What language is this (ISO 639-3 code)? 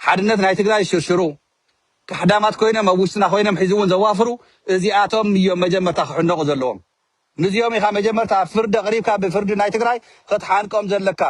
tir